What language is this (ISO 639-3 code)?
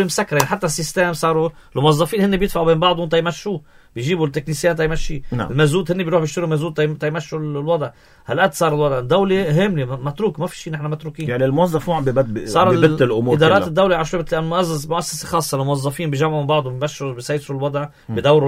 apc